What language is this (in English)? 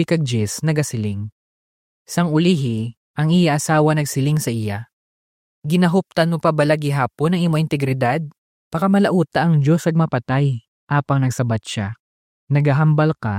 Hiligaynon